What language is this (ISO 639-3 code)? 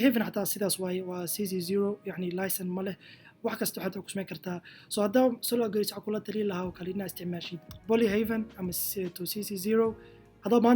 som